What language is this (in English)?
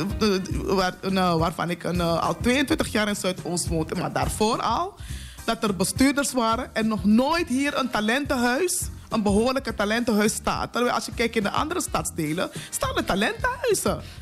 Dutch